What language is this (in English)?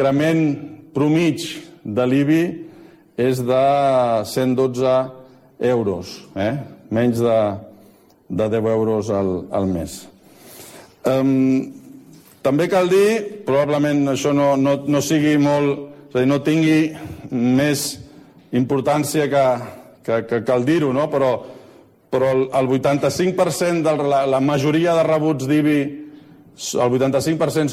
Catalan